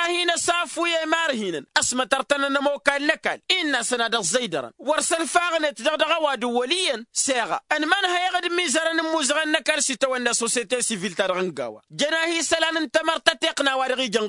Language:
Tamasheq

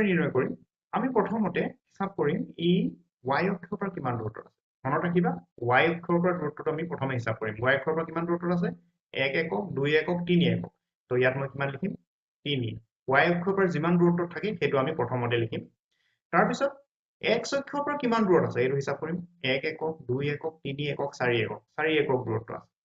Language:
Assamese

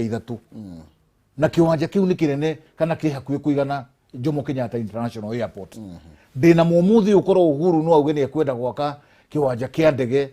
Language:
Kikuyu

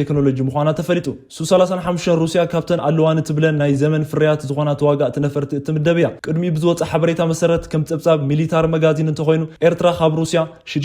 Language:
Tigrinya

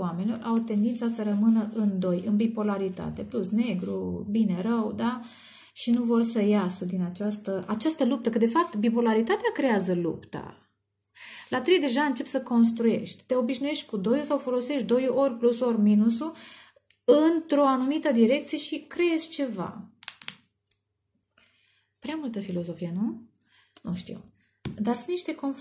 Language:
Romanian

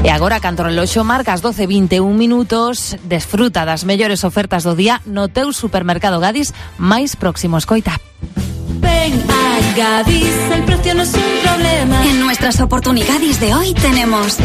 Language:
Galician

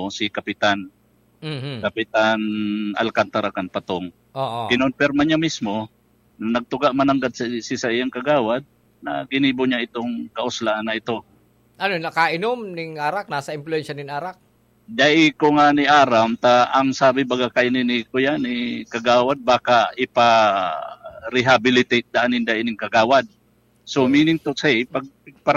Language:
Bikol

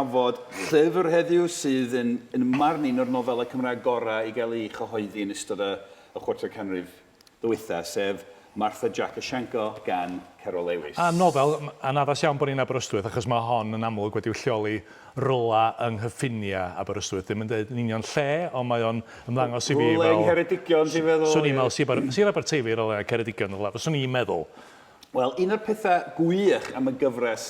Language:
Welsh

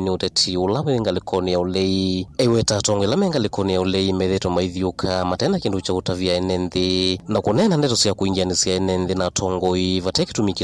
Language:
Kamba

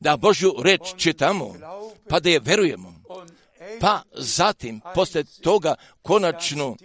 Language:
Croatian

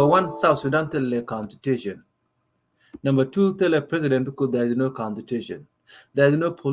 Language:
Nuer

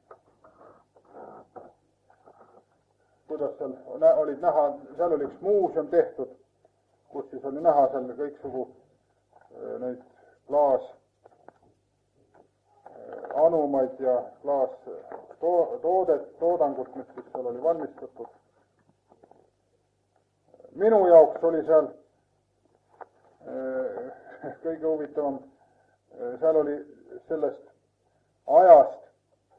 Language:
Estonian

